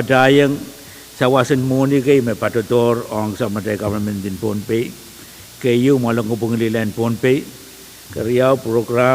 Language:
Pohnpeian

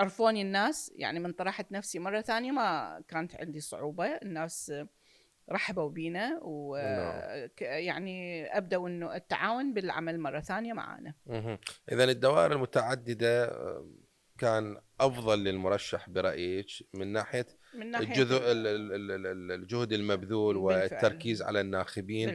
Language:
Mesopotamian Arabic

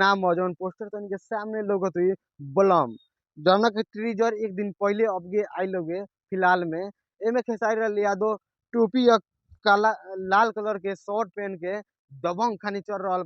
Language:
Bhojpuri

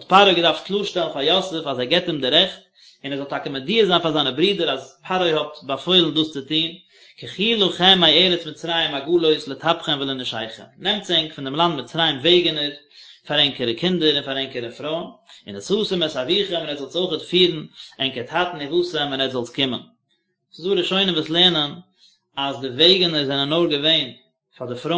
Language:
Yiddish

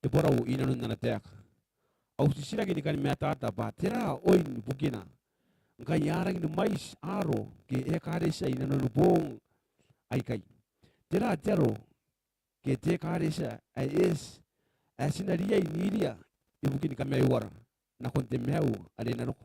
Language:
Gilbertese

